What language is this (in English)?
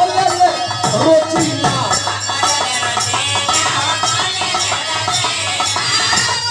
Bhojpuri